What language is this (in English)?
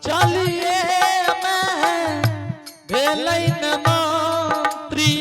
Angika